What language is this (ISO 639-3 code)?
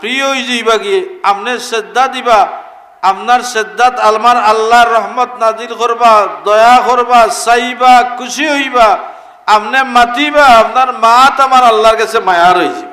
syl